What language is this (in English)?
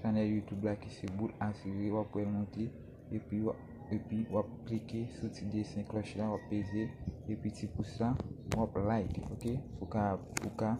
Haitian Creole